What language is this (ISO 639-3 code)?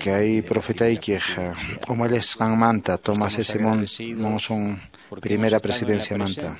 que